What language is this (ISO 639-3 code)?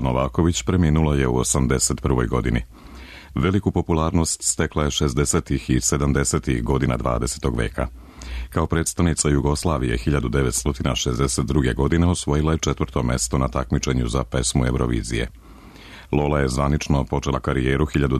srp